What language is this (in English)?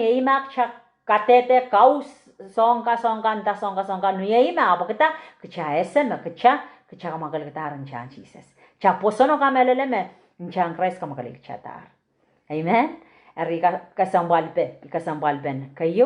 Pohnpeian